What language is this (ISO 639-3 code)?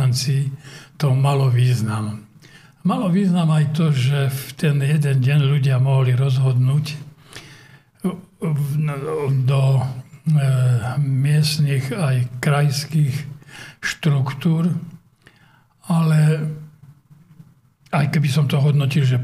slk